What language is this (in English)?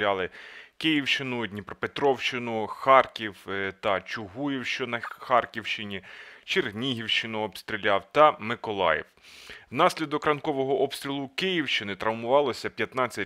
Ukrainian